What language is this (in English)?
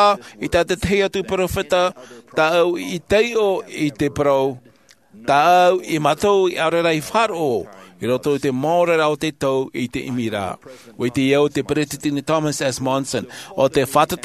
Tahitian